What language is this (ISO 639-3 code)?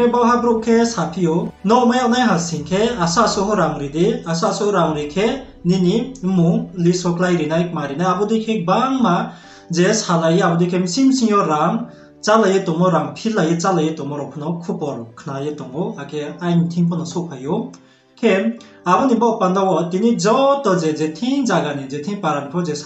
ria